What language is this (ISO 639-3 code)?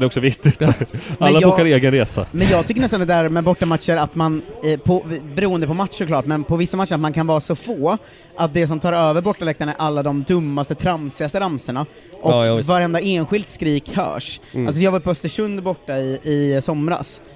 swe